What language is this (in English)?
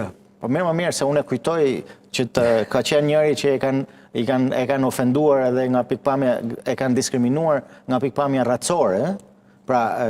Albanian